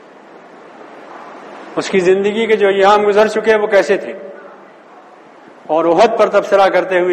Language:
Urdu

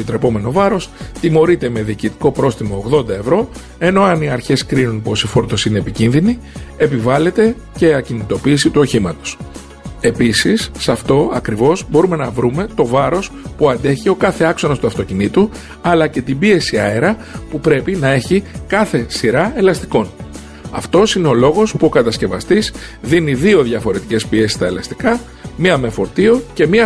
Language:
Greek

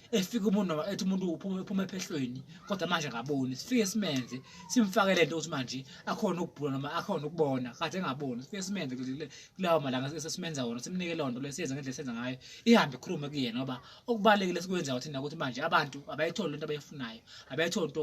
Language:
Zulu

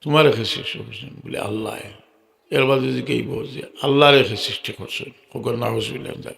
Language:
Sylheti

